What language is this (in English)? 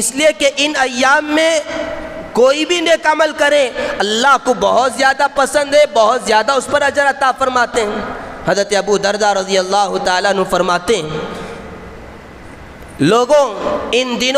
Urdu